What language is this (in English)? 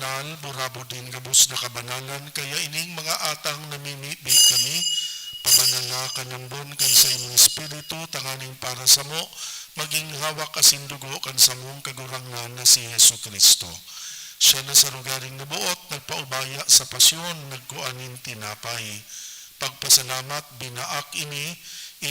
Bikol